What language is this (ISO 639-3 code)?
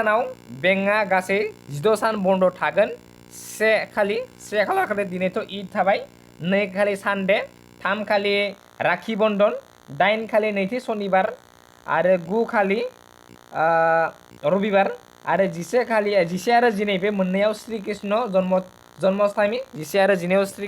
brx